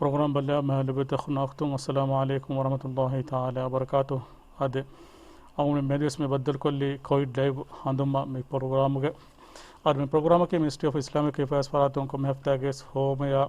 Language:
Divehi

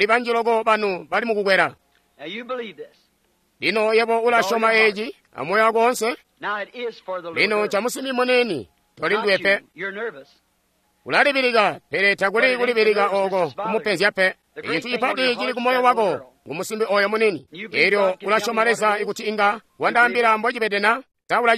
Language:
Tonga (Zambia)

